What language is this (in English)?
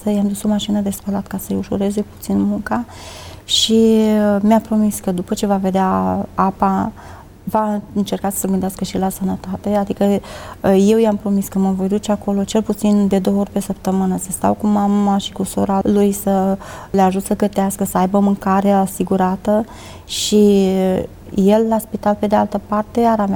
Romanian